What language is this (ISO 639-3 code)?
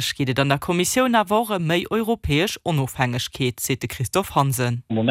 ltz